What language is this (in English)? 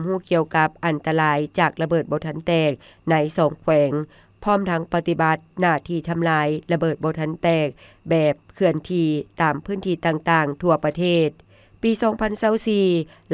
Lao